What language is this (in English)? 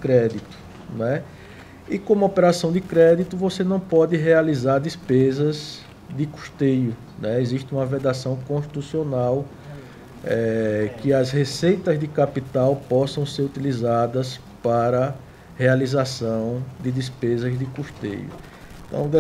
Portuguese